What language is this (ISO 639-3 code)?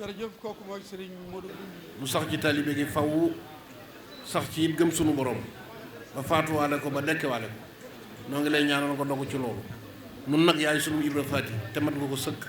wol